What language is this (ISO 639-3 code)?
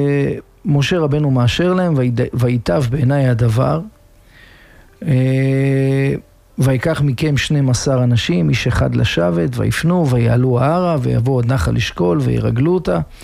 heb